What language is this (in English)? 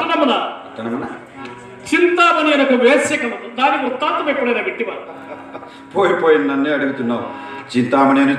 Telugu